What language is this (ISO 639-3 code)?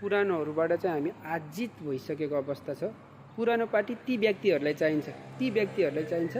nep